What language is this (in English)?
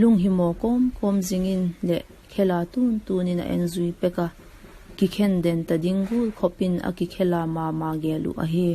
Vaiphei